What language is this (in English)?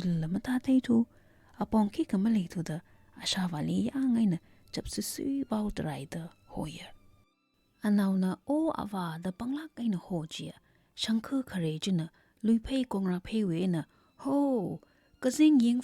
Tangkhul Naga (India)